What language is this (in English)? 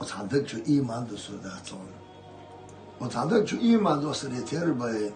Chechen